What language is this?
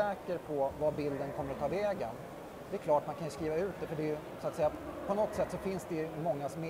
Swedish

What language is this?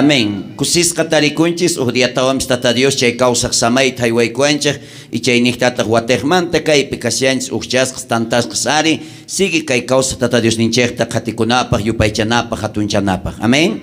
South Bolivian Quechua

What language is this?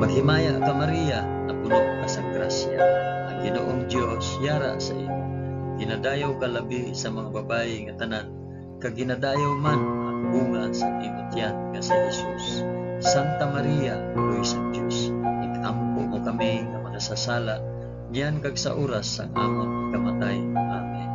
Hiligaynon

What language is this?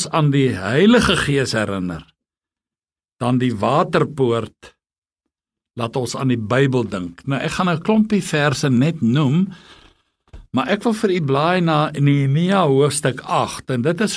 Afrikaans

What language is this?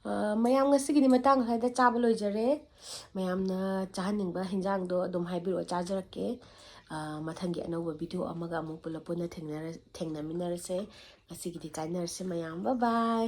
Manipuri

